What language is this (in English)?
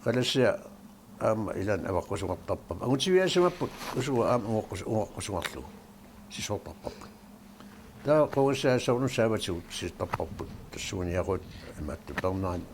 Kalaallisut